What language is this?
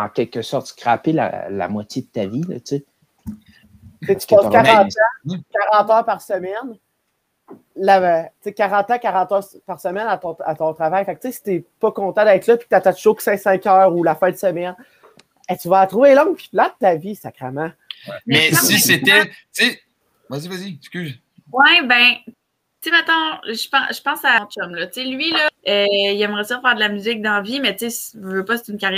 French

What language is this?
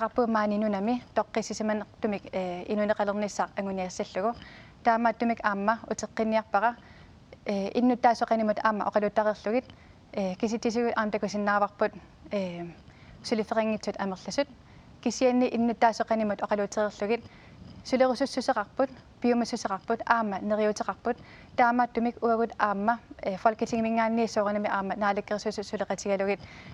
Kalaallisut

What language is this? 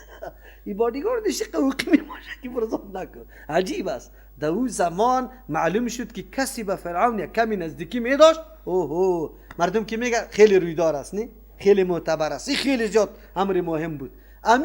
Persian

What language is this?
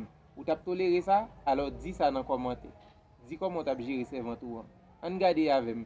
Haitian Creole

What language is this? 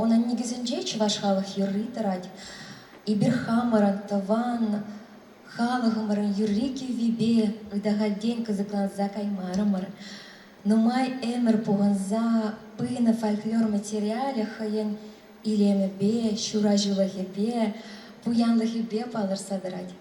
Chuvash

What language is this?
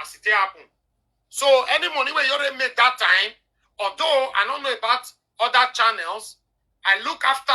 Nigerian Pidgin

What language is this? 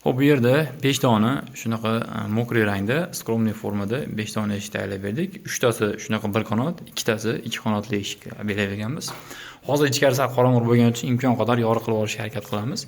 Uzbek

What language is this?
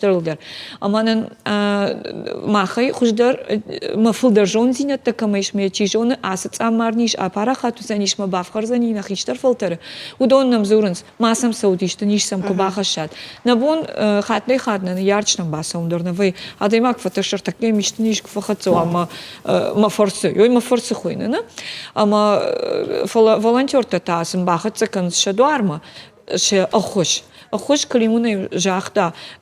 Ossetic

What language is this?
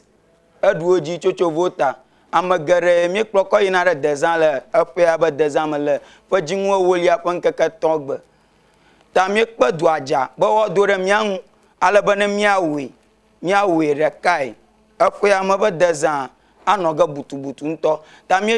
Ewe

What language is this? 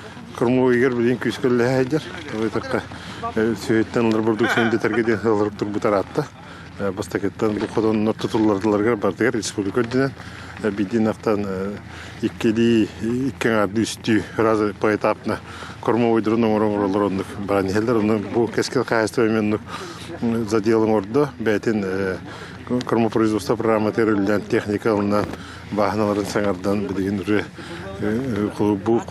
Yakut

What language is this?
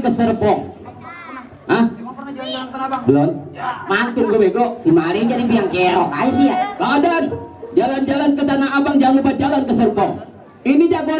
Betawi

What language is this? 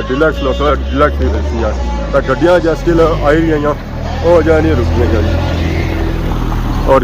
Pahari-Potwari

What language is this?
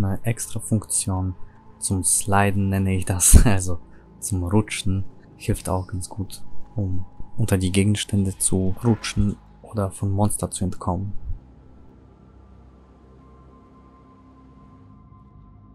German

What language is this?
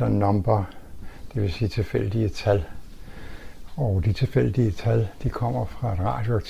Danish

